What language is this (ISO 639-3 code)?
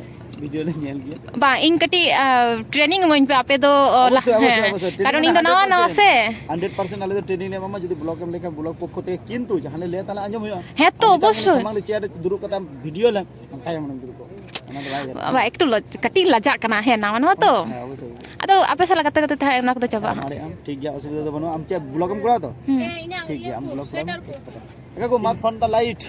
sat